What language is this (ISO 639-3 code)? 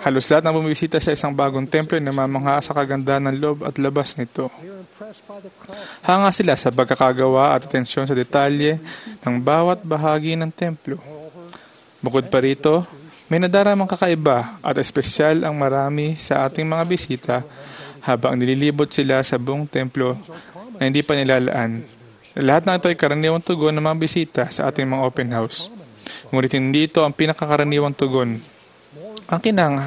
fil